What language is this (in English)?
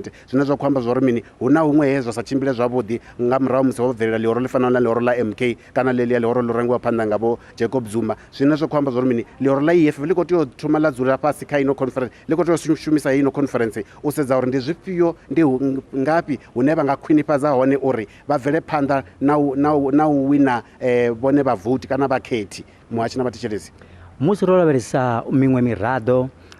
Venda